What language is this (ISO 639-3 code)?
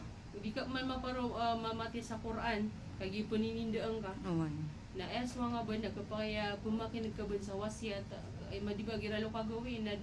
mrw